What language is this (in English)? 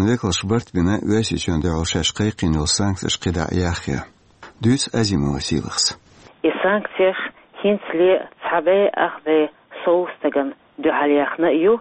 Chechen